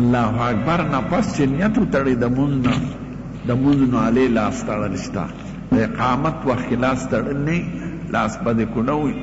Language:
Pashto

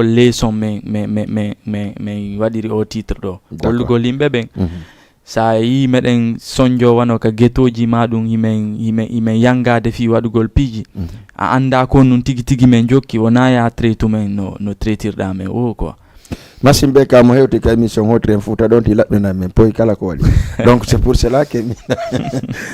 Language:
Fula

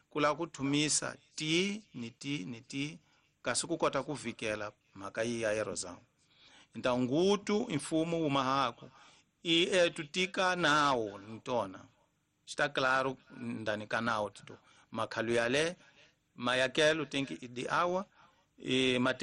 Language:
Tsonga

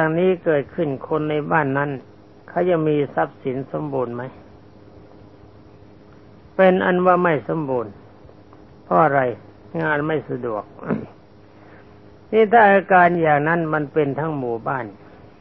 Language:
Thai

